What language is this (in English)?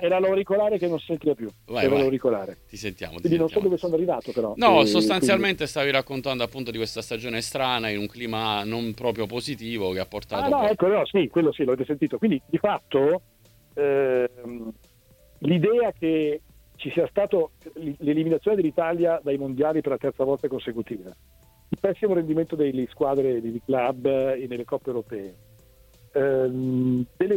Italian